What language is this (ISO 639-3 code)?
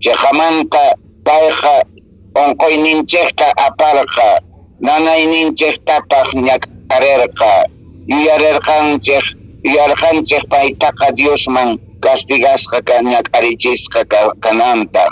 que